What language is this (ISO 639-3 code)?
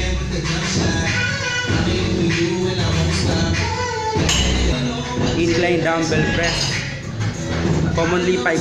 fil